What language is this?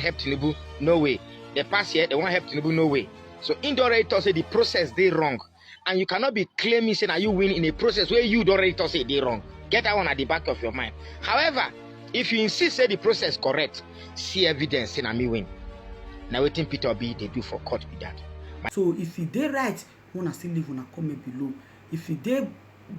Nigerian Pidgin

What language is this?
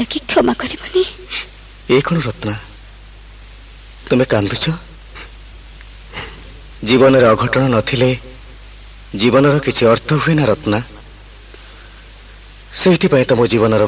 Odia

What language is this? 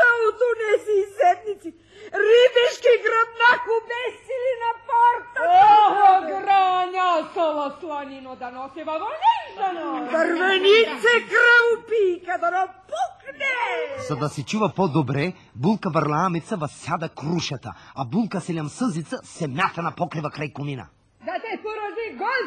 Bulgarian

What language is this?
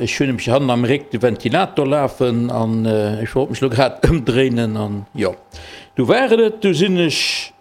Luxembourgish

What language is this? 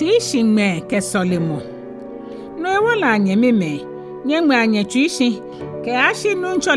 Ga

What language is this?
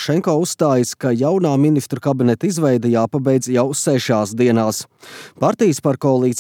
Latvian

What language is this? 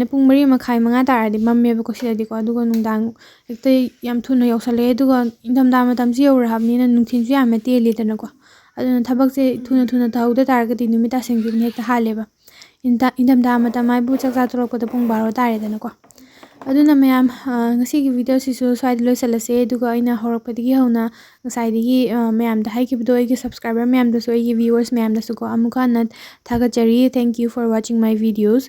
Manipuri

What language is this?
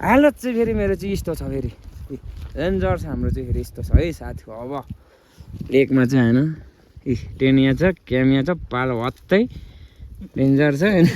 Nepali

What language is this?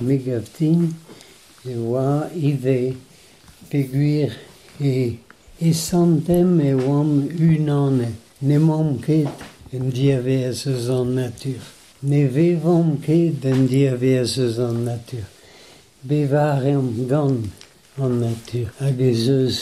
Breton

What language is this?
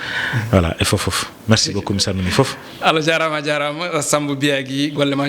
Fula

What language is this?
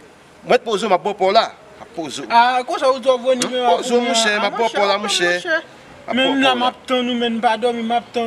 Haitian Creole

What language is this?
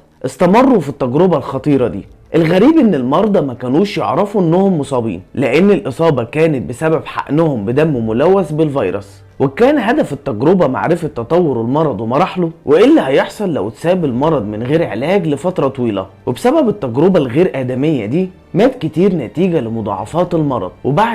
Egyptian Arabic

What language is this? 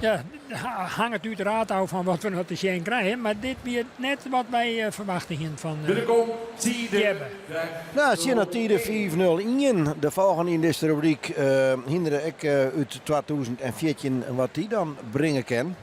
Western Frisian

